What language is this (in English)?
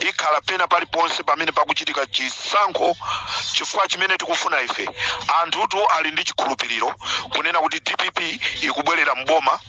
Nyanja